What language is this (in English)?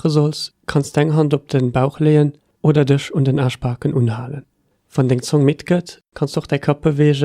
Luxembourgish